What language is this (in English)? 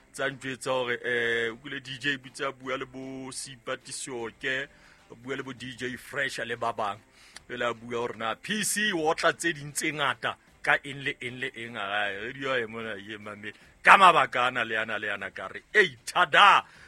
Southern Sotho